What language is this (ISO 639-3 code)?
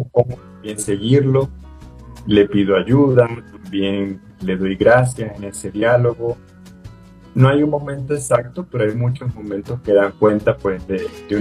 spa